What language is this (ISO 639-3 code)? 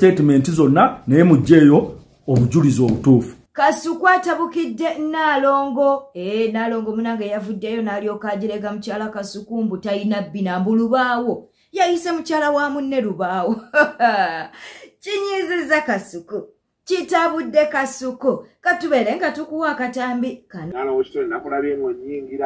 lug